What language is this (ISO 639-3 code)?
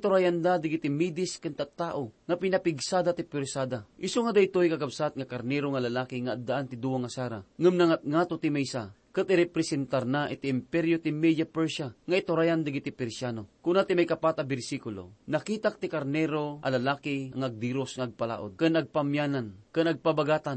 ilo